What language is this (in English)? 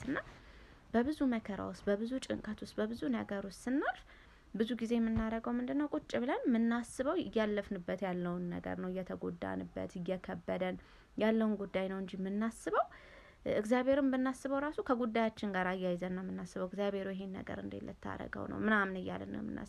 Amharic